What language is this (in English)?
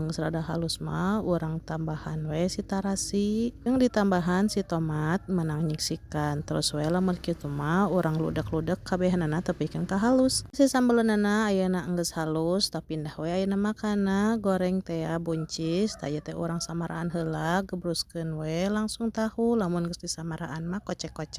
Sundanese